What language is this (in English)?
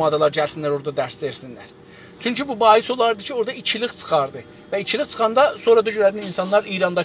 South Azerbaijani